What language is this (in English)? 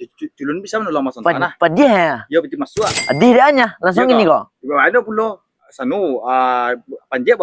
Minangkabau